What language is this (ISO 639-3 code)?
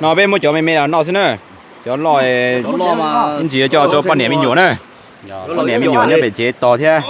hmn